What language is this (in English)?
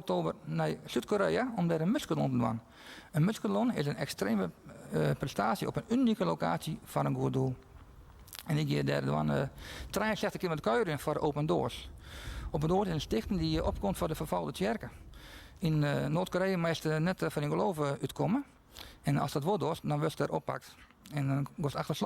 Western Frisian